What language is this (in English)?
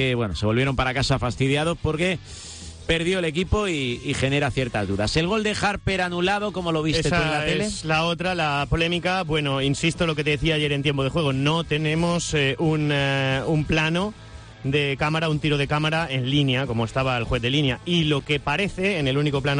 Spanish